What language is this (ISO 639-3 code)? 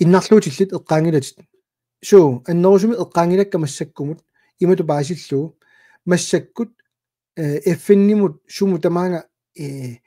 kal